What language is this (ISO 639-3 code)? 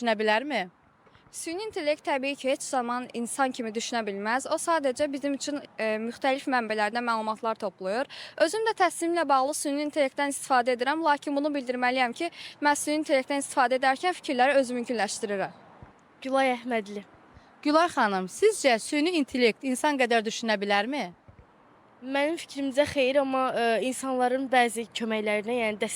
aze